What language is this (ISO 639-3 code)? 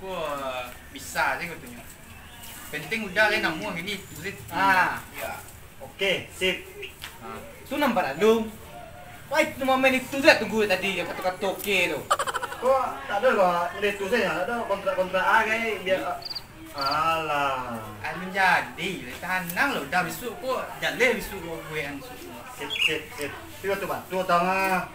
min